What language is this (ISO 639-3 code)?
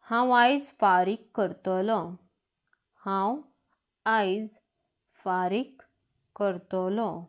kok